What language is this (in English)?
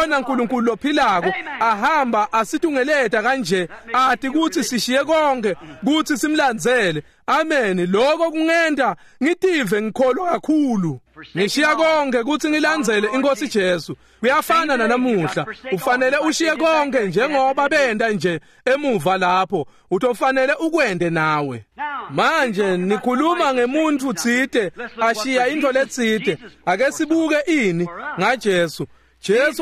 Swati